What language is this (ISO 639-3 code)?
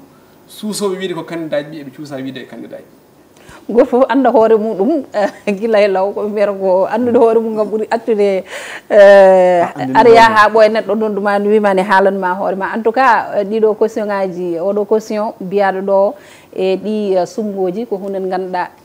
ful